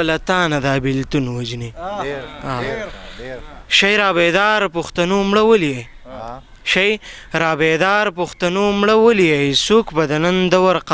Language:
Pashto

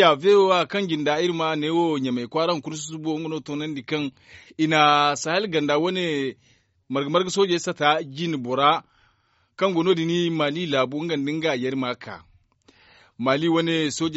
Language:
Zarma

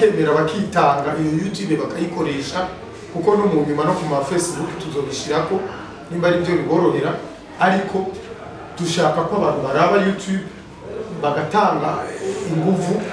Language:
Rundi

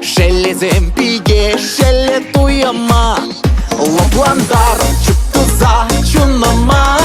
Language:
Chuvash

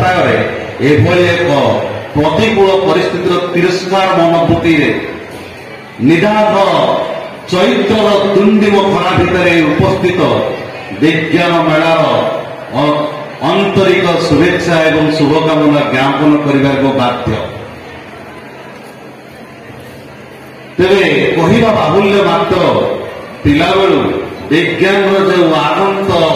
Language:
Odia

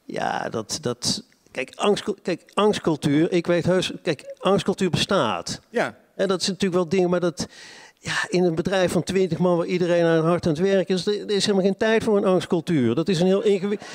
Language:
Dutch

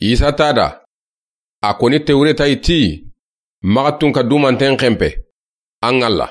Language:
Soninke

